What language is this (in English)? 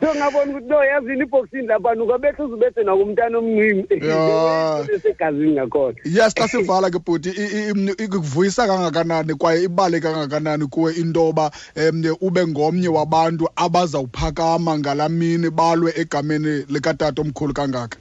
Xhosa